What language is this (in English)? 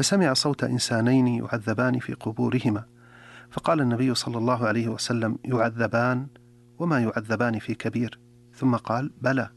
Arabic